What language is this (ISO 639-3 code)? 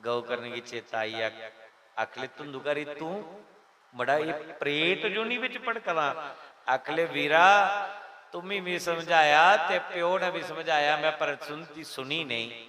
doi